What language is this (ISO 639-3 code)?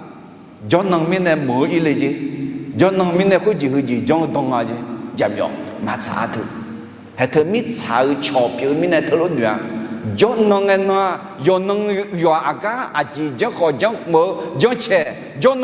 ahk